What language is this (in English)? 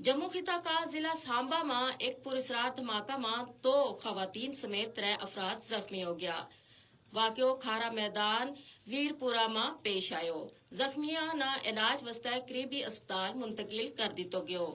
Gujari